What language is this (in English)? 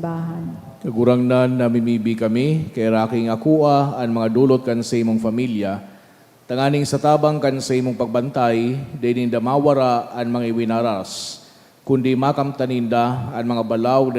Bikol